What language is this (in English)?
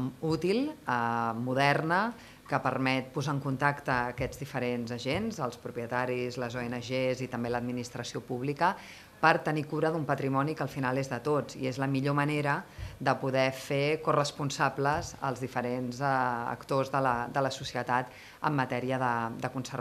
Catalan